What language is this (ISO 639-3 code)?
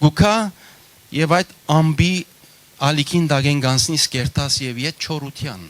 hyw